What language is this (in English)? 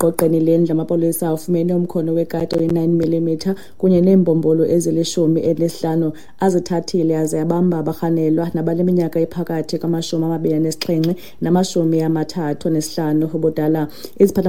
Xhosa